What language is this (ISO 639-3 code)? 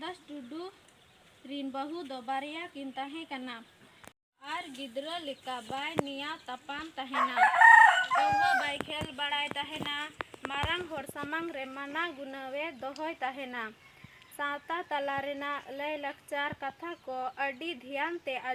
sat